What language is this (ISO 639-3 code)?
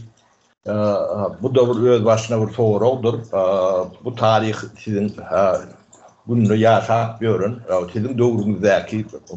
tuk